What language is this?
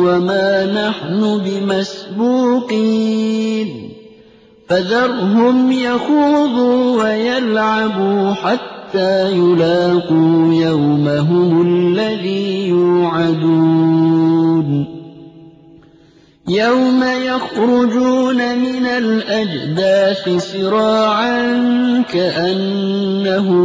Arabic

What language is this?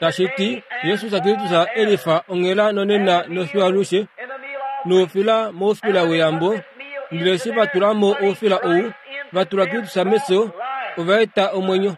Kuanyama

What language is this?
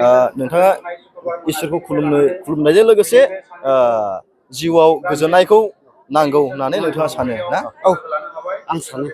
Bodo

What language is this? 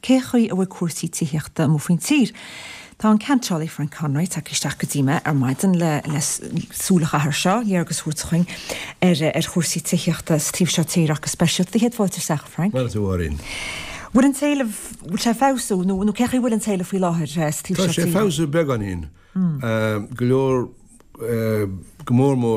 Irish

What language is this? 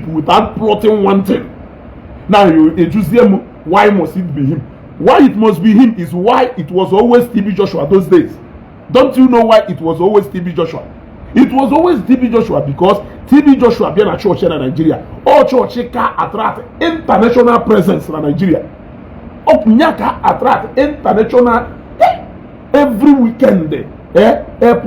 Igbo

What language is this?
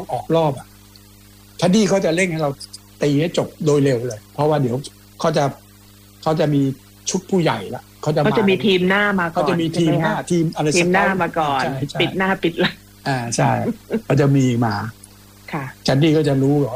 Thai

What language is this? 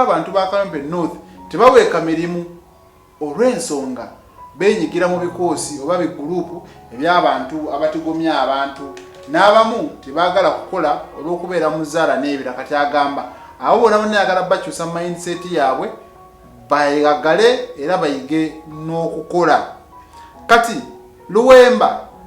Ganda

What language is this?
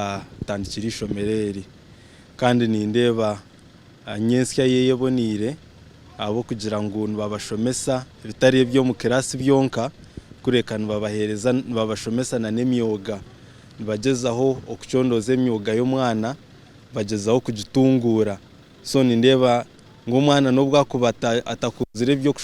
Nyankole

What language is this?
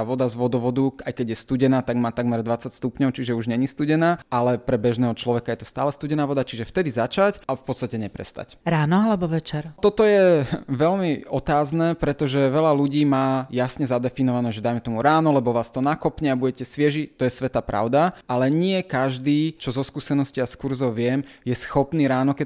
Slovak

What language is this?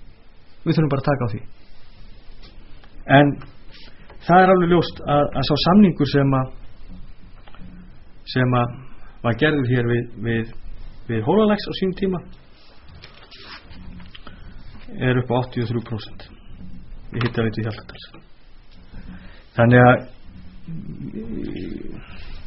Icelandic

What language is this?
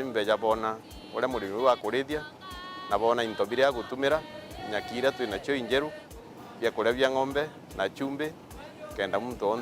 Meru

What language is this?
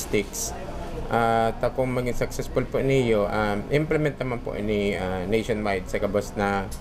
Bikol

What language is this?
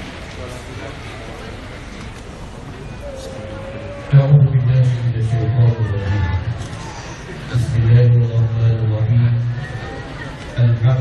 Malay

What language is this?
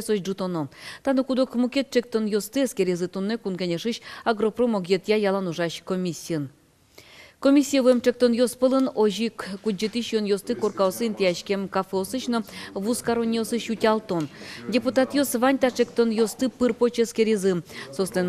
Udmurt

